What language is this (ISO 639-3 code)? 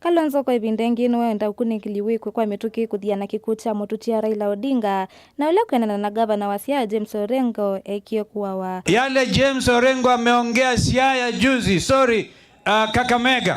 kam